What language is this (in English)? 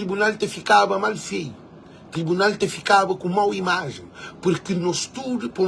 Kabuverdianu